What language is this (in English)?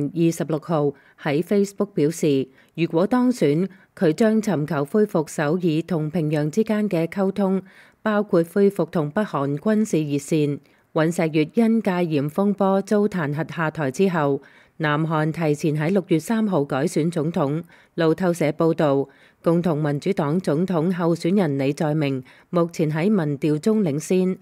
Cantonese